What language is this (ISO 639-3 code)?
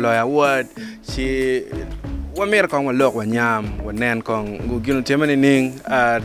ach